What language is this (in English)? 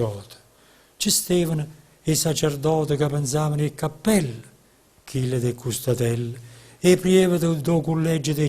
Neapolitan